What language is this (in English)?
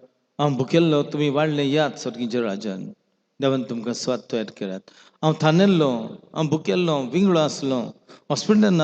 Konkani